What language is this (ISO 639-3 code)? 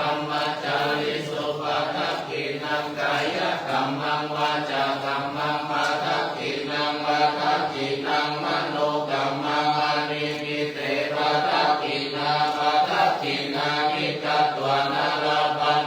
pli